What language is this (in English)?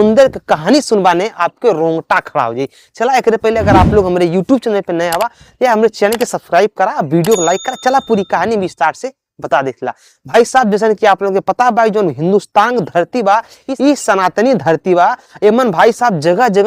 Bhojpuri